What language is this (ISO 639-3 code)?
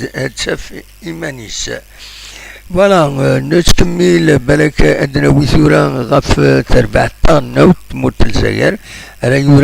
kab